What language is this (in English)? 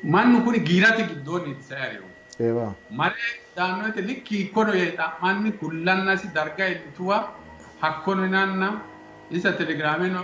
Sidamo